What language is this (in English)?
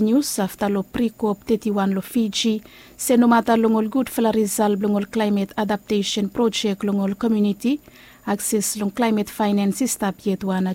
Bislama